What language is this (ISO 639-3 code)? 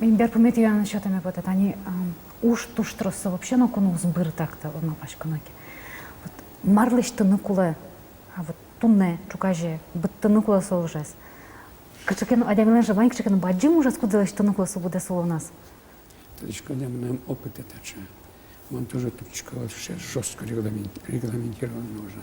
udm